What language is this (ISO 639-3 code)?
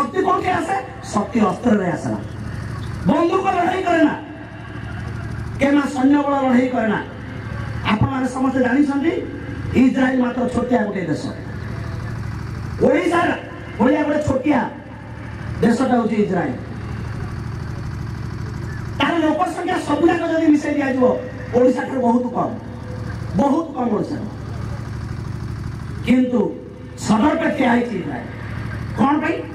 ori